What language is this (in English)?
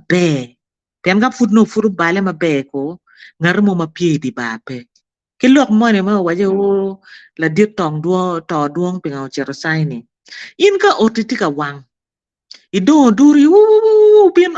Acoli